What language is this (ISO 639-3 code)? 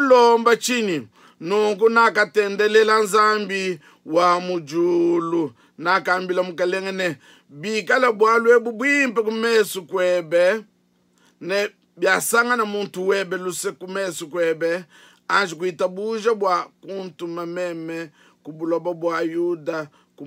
lua